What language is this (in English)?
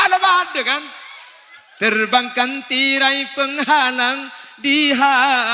Madurese